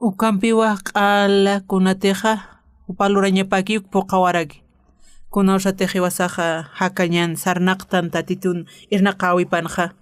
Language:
Aymara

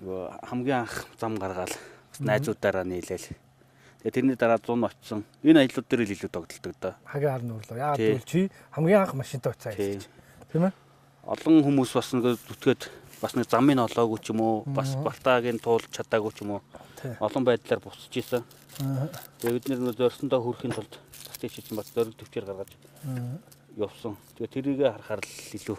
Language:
Mongolian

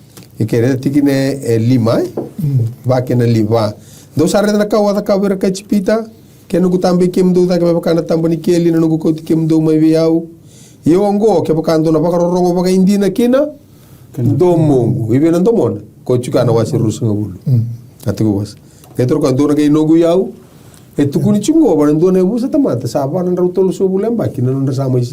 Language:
Fijian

